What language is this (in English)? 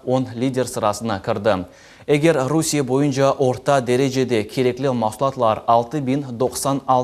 Crimean Tatar